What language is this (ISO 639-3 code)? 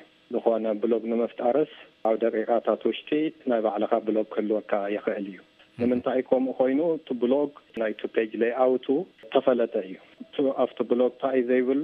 tir